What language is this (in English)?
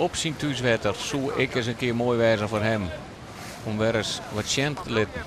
Western Frisian